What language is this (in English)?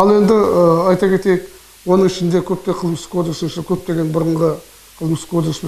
Kazakh